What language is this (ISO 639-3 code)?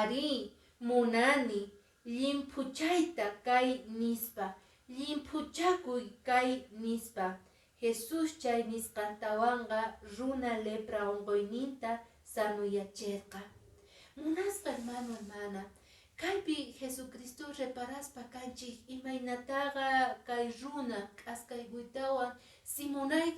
que